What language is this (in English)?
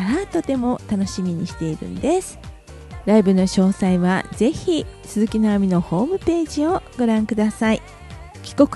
Japanese